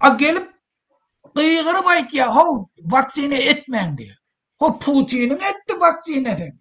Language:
Turkmen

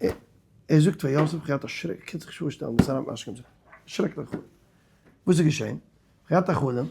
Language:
Yiddish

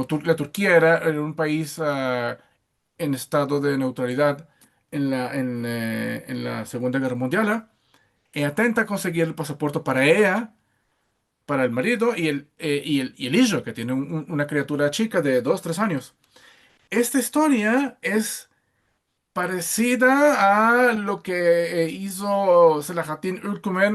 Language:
Ladino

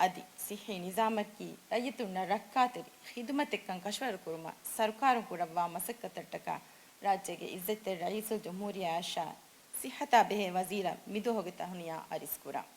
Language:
Divehi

